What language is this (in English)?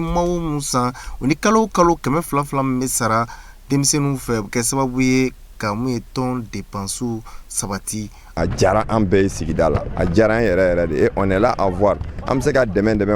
Bambara